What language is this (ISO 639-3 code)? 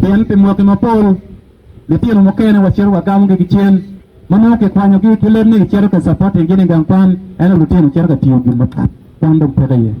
ach